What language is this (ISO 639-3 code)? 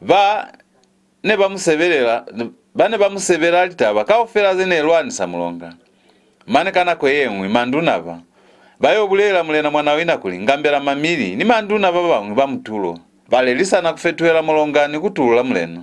loz